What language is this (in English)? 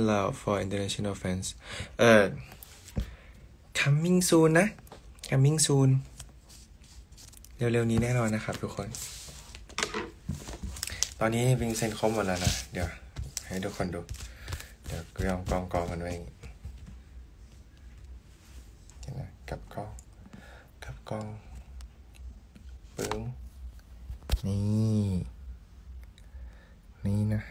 Thai